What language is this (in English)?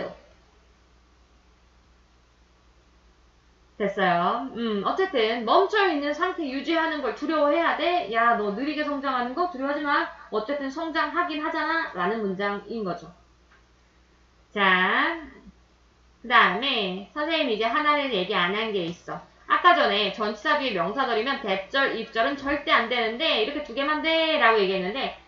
Korean